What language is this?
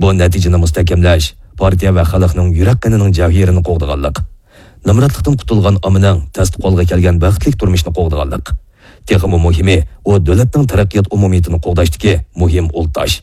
Uyghur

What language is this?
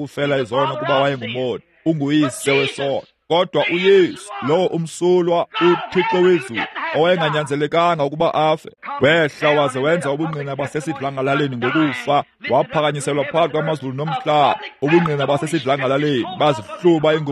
Xhosa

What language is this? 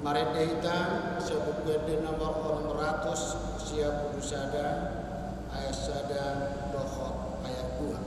Batak Toba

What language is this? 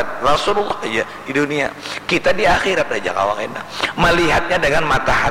Banjar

